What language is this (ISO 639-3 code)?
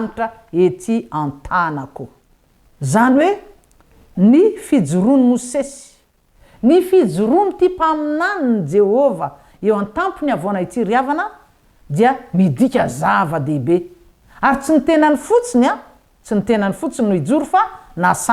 mlg